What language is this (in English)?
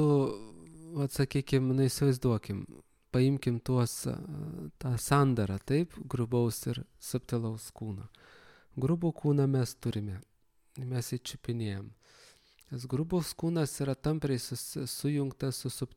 Lithuanian